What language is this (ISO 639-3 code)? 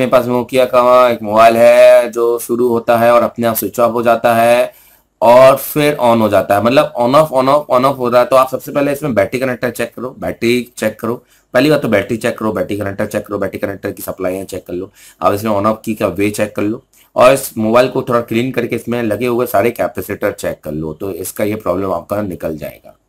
hin